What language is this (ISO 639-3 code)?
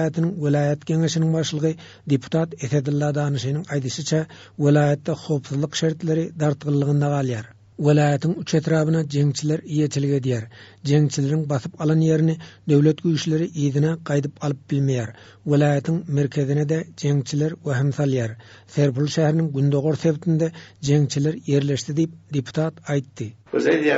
tuk